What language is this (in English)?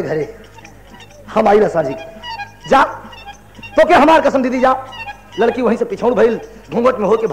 Bhojpuri